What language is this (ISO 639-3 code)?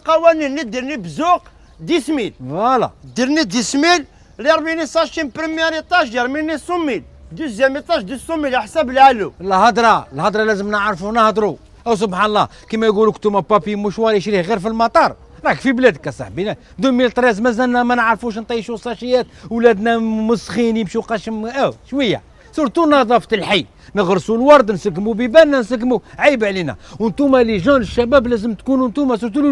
arq